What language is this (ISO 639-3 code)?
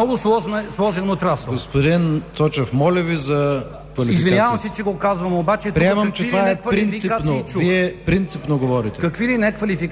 bul